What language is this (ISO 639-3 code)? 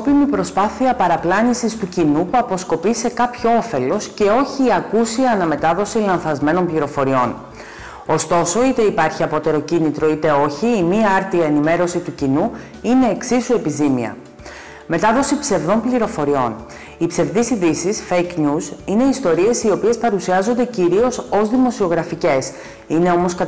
ell